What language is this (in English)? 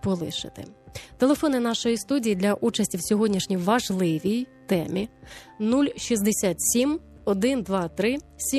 Ukrainian